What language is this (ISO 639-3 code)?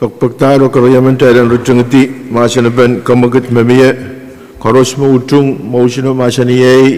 pon